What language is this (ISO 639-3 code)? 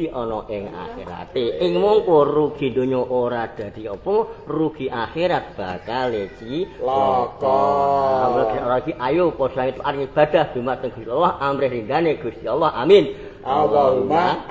jav